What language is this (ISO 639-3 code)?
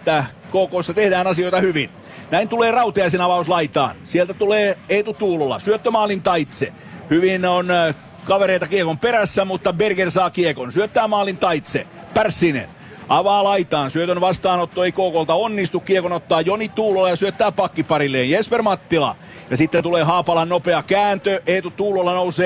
fin